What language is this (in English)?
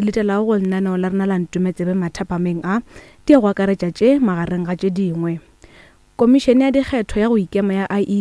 Northern Sotho